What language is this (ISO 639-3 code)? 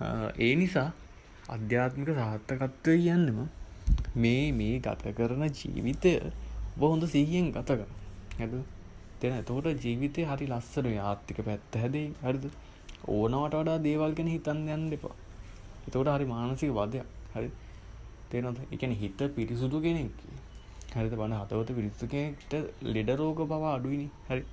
sin